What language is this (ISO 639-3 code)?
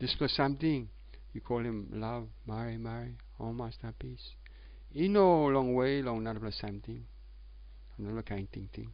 tpi